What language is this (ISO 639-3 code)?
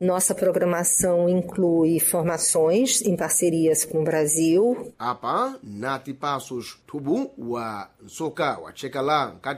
seh